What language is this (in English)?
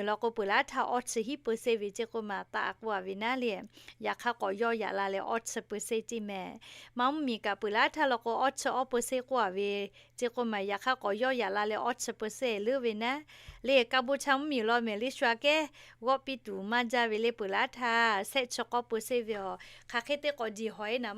Lahu